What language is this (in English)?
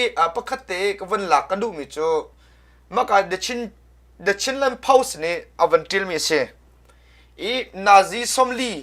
Hakha Chin